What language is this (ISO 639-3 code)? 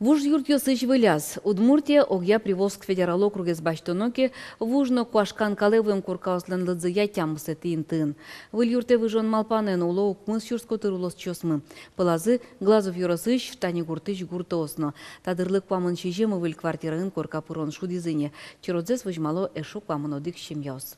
udm